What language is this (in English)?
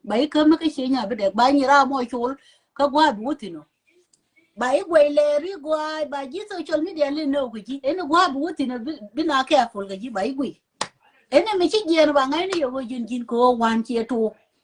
Nuer